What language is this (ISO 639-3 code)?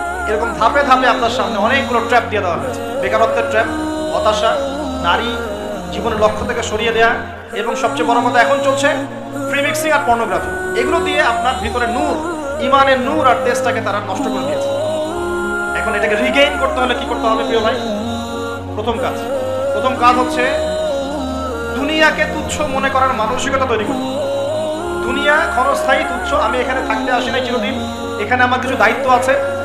ben